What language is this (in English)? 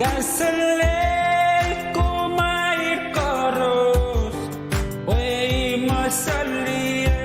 Pohnpeian